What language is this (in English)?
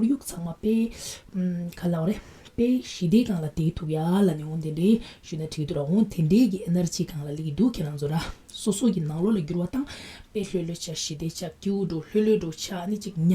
Tibetan